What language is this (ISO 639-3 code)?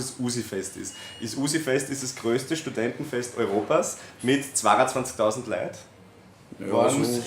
bar